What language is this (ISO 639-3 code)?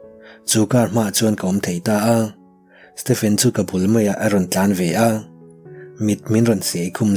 lus